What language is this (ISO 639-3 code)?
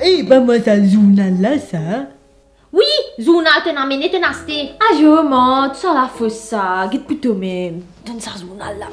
mfe